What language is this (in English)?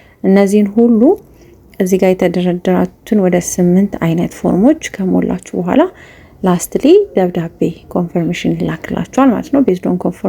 Amharic